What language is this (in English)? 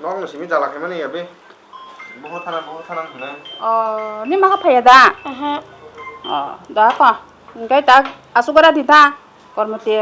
Kok Borok